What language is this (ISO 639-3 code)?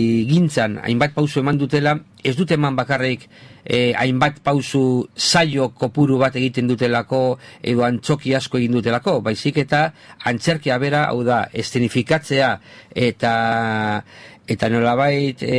eus